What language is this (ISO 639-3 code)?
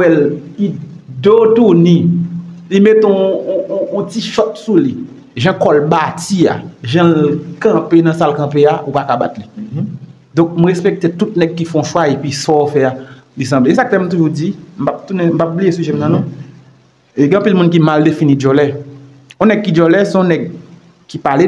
hat